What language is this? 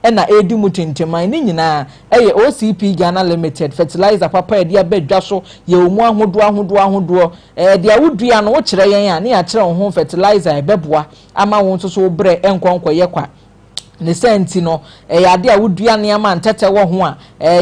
Akan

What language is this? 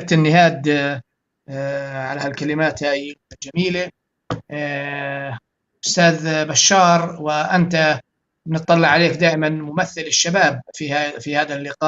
North Levantine Arabic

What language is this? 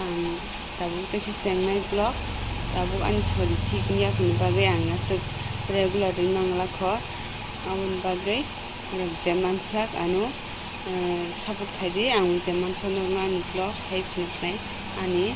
Kok Borok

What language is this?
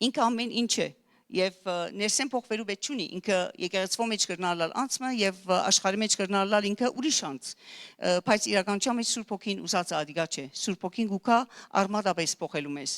Western Armenian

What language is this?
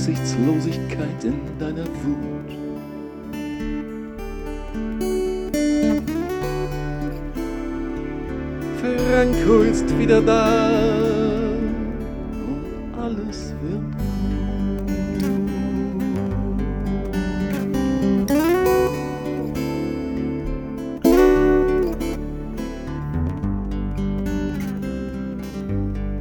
German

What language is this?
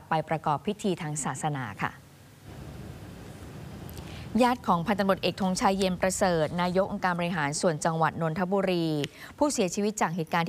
Thai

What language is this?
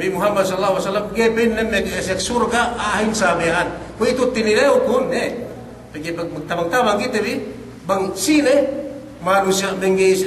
Yakan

